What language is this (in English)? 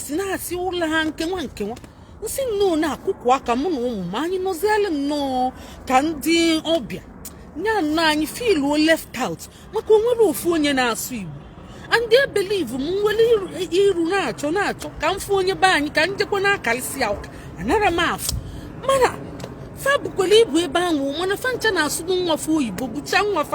Igbo